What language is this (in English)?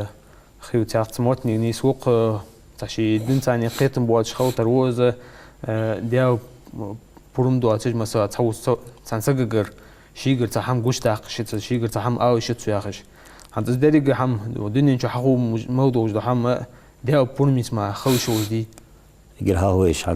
Ingush